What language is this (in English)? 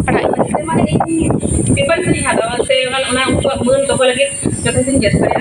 Santali